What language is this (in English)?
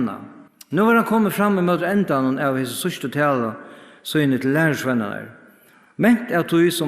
Faroese